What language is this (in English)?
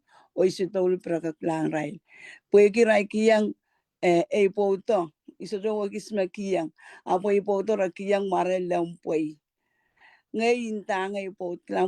Pohnpeian